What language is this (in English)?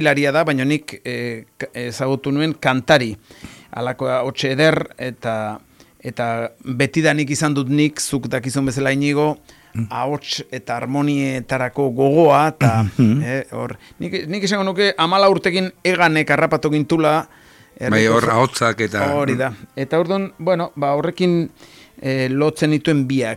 Basque